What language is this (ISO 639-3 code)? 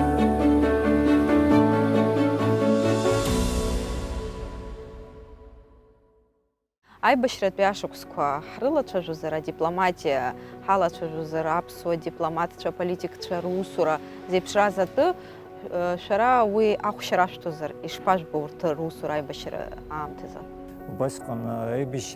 abk